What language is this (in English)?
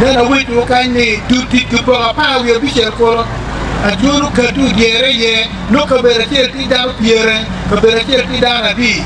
Acoli